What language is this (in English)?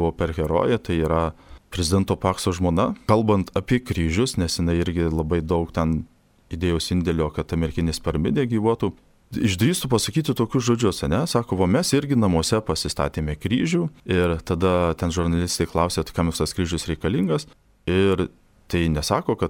Lithuanian